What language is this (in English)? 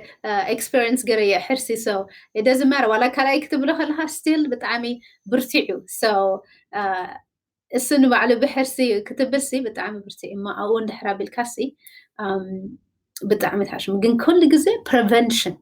Tigrinya